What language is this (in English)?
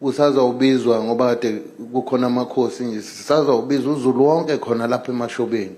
Zulu